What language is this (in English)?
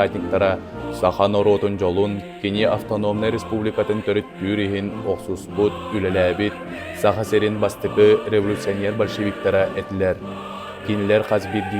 Yakut